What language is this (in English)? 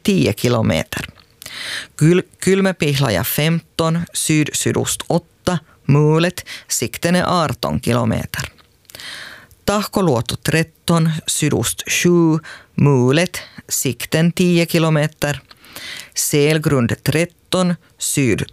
Swedish